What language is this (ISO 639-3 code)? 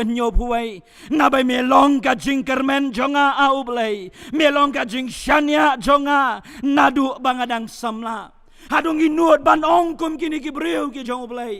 kha